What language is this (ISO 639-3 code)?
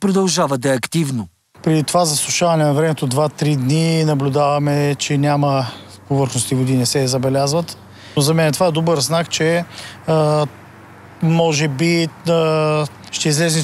bul